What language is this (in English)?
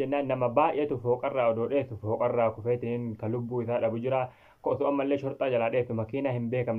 Oromo